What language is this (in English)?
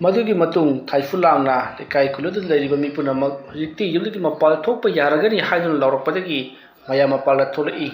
Manipuri